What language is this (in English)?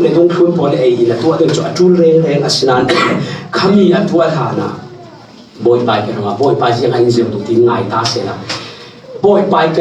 Falam Chin